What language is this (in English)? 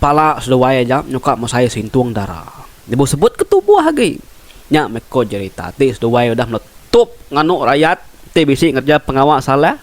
Iban